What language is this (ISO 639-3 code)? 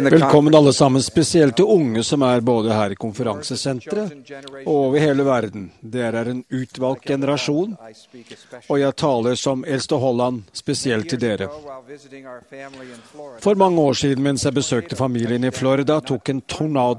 nor